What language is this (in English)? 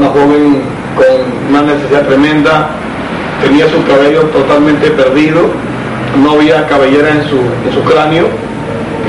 Spanish